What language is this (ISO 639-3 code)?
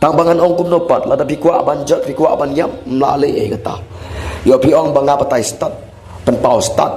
kha